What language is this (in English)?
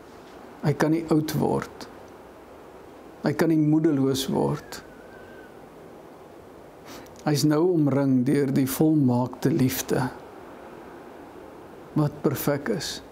Afrikaans